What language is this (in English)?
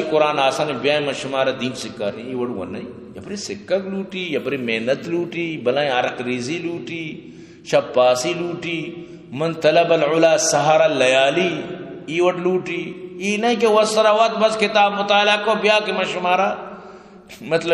Eastern Balochi